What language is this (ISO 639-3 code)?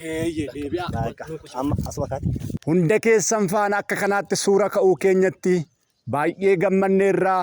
orm